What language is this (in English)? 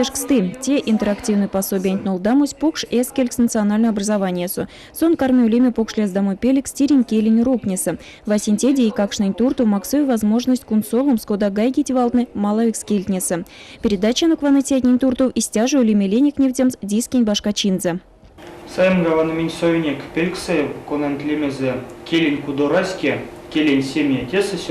Erzya